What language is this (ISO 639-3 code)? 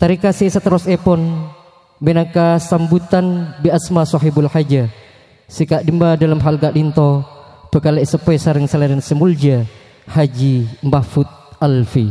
mad